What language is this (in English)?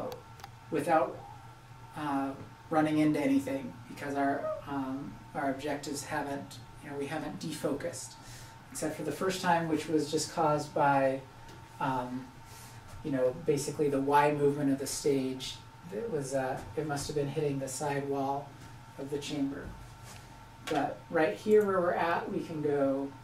English